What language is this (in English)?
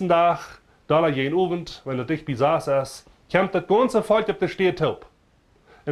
Plautdietsch